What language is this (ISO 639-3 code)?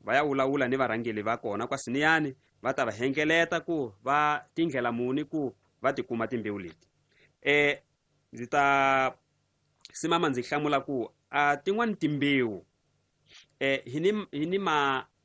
tso